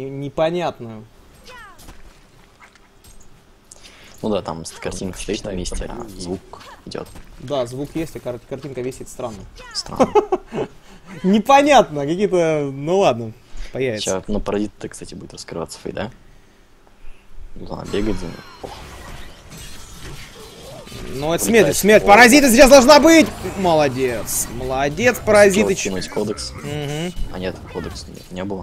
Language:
Russian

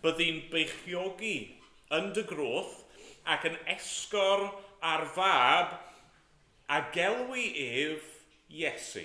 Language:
Welsh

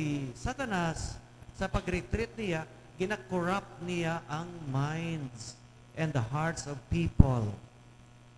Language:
Hiligaynon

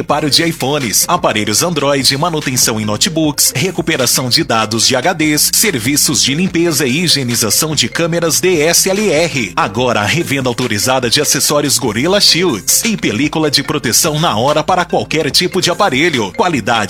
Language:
Portuguese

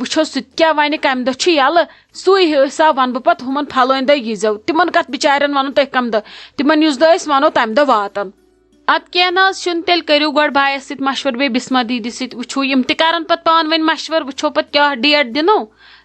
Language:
Kashmiri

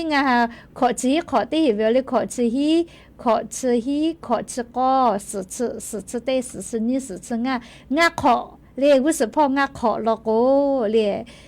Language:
Lahu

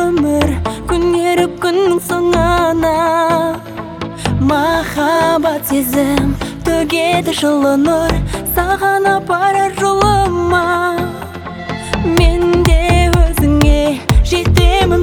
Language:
Kazakh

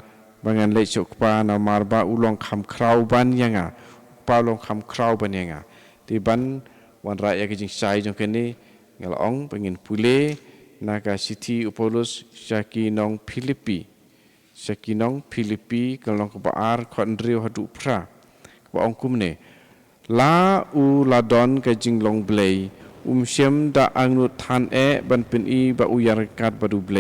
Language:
Khasi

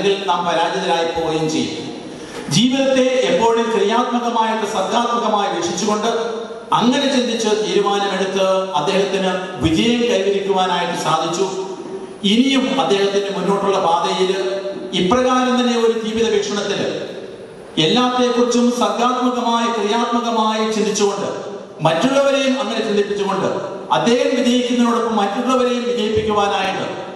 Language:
Malayalam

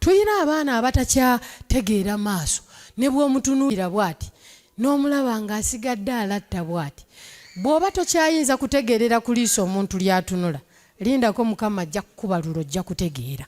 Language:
Ganda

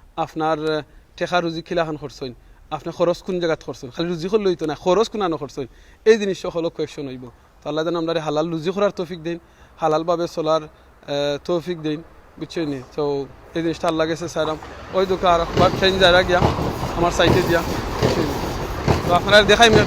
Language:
Sylheti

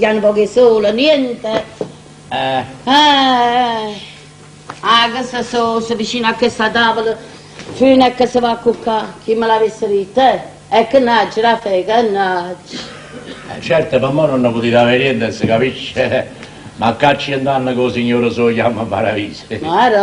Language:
Neapolitan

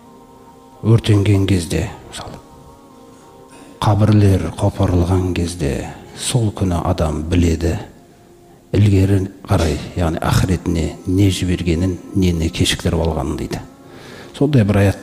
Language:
Kazakh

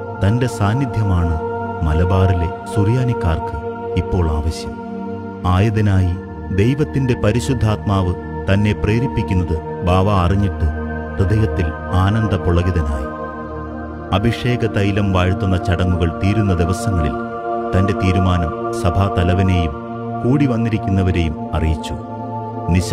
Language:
Malayalam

